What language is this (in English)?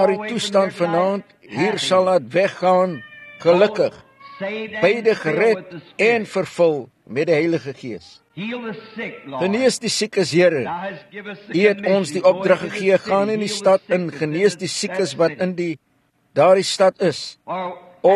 Afrikaans